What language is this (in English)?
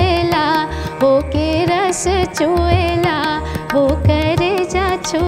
Bhojpuri